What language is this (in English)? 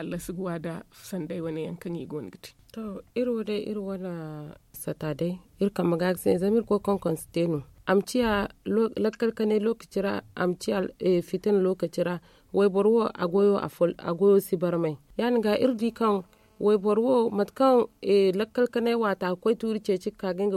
Zarma